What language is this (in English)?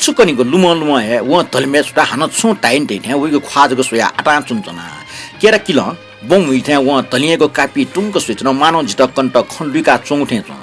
Newari